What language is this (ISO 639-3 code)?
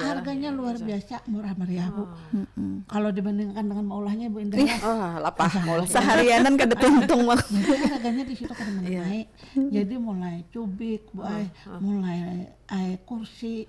bjn